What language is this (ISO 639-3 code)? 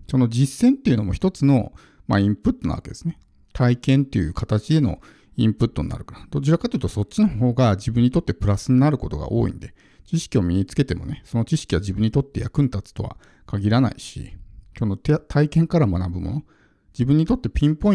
jpn